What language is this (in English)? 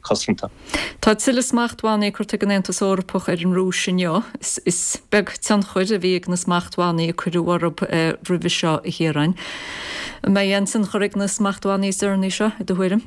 Irish